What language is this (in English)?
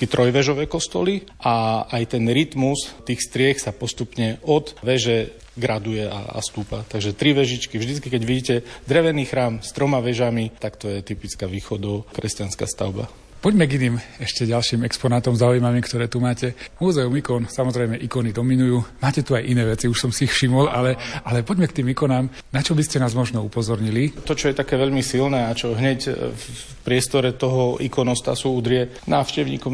Slovak